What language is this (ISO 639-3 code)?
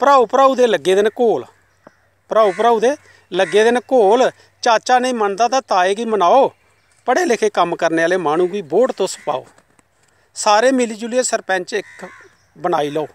doi